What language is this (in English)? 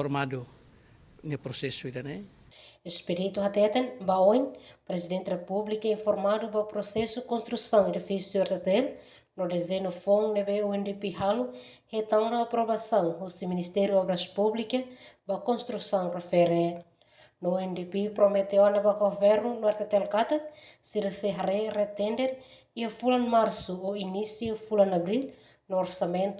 Tetum